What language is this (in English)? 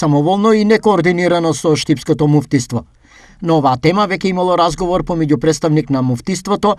Macedonian